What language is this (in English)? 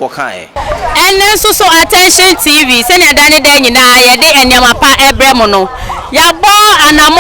Akan